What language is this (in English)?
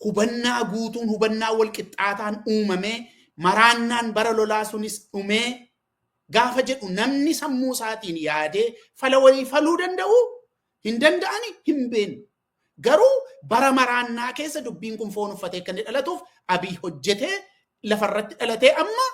Oromo